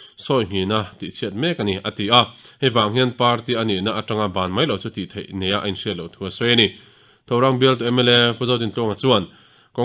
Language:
Mizo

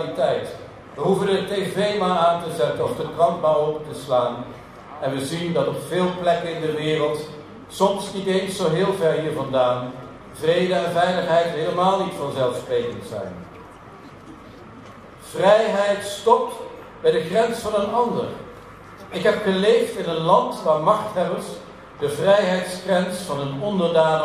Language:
Dutch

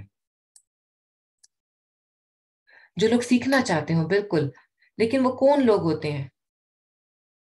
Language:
Urdu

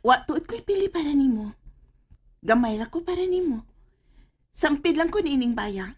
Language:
Cebuano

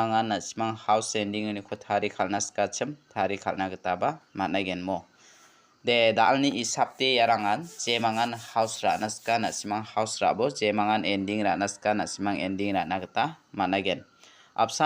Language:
Garo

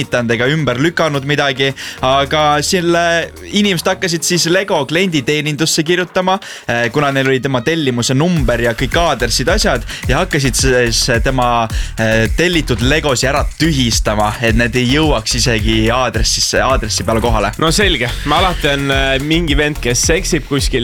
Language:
Estonian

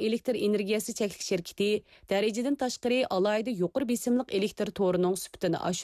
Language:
Uyghur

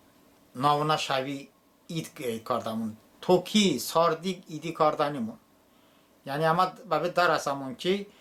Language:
Talysh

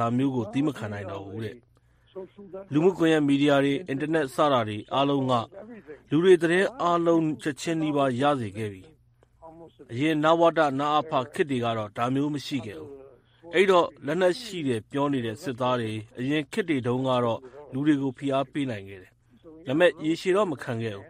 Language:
Burmese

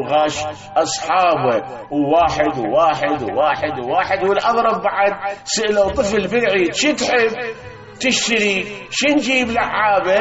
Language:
Mesopotamian Arabic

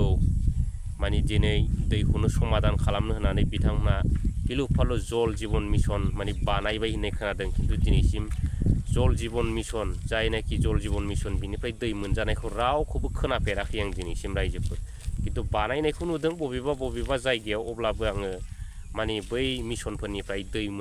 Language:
Bodo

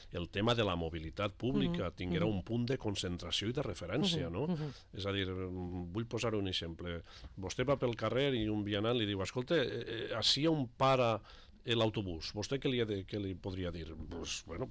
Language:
Catalan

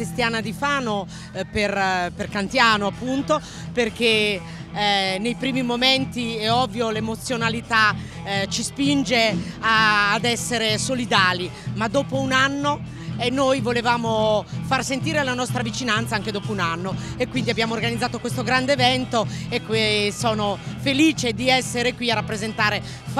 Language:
Italian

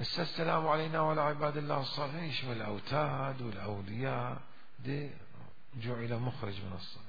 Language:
Mesopotamian Arabic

